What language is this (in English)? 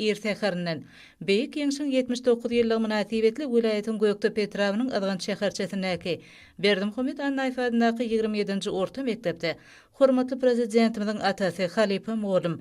Turkmen